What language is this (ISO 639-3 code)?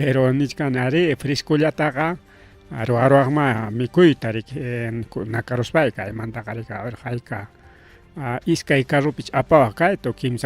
quy